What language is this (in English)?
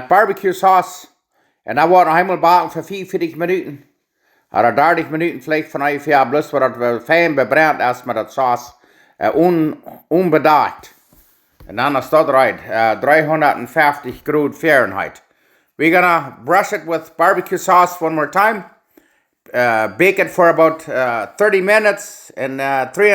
Plautdietsch